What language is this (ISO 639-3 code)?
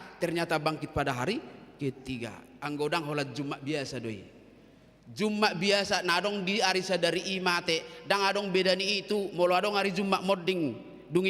bbc